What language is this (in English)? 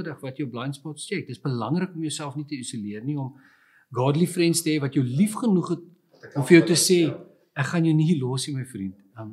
Afrikaans